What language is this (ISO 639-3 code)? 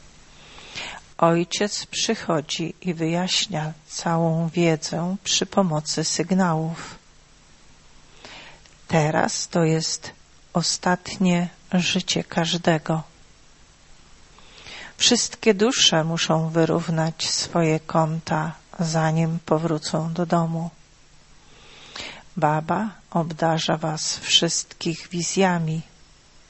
pol